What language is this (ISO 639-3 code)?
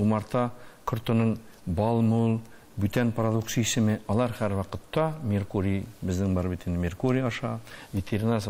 tat